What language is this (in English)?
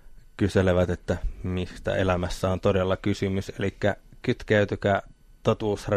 Finnish